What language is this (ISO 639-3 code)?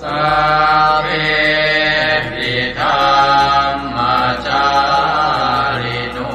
pli